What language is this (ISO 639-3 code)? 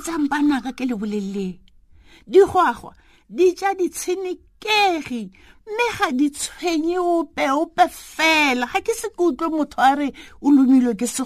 tsn